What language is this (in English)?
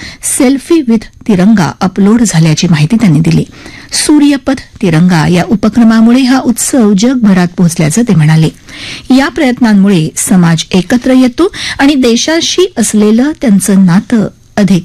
Marathi